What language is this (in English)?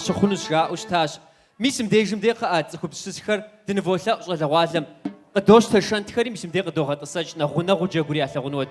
Kabardian